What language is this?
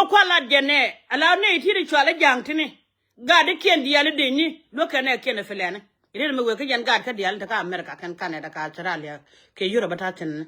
Nuer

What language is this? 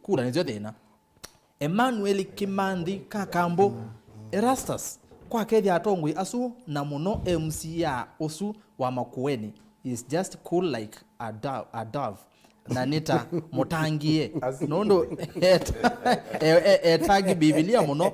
Kamba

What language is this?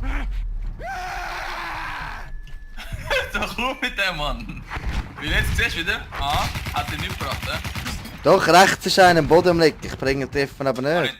Swiss German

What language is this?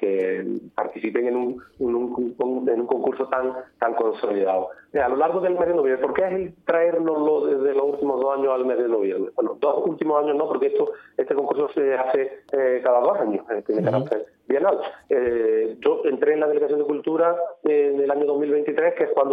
Spanish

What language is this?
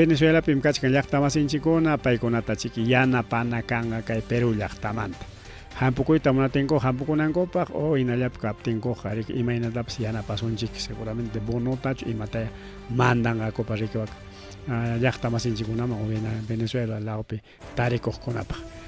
Ayacucho Quechua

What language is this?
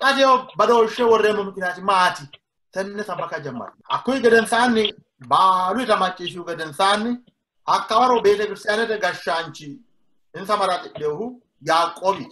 Sidamo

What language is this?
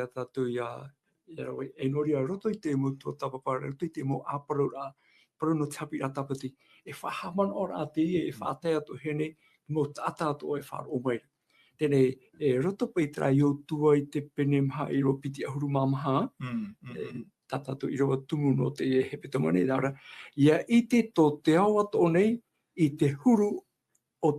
Tahitian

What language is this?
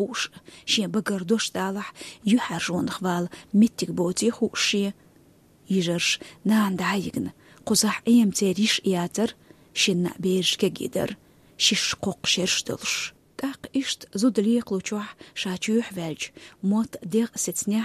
Chechen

